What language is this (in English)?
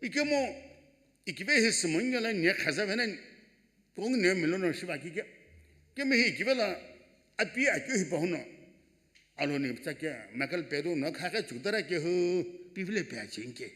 Sumi Naga